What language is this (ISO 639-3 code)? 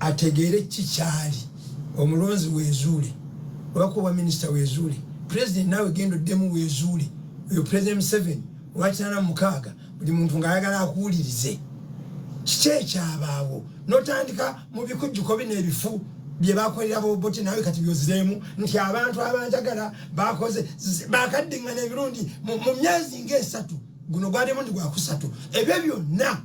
lug